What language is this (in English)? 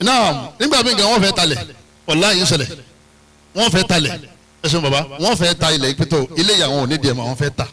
Yoruba